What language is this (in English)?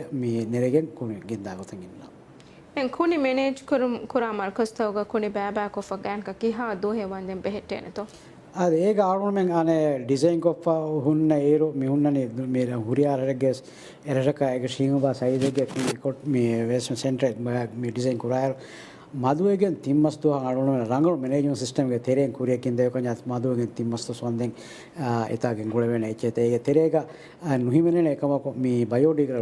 Divehi